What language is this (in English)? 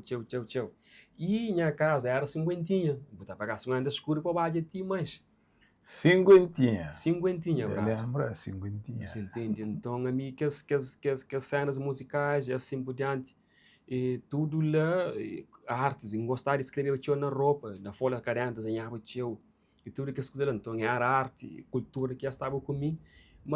Kabuverdianu